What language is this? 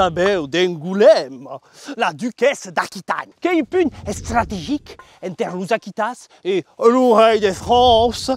Occitan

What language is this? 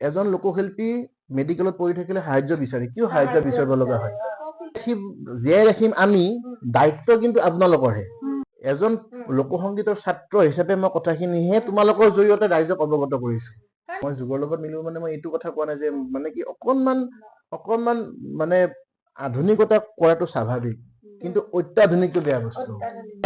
Assamese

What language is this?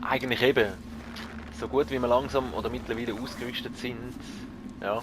Swiss German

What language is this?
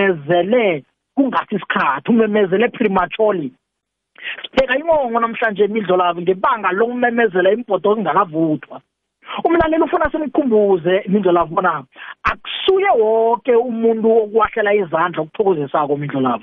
South Ndebele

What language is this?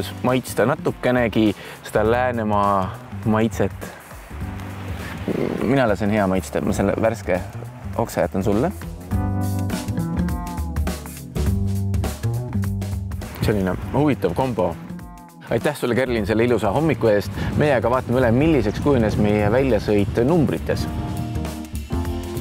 Estonian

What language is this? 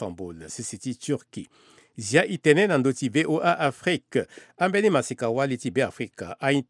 Sango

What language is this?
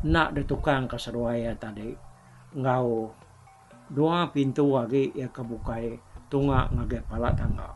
Iban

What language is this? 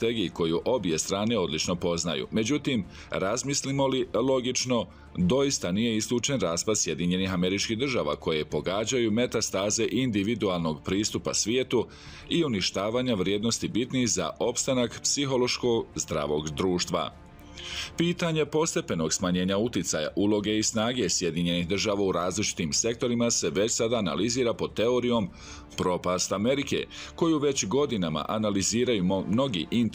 Bosnian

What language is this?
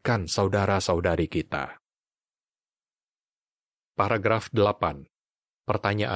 Indonesian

